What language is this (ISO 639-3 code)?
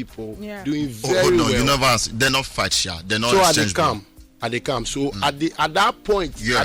pcm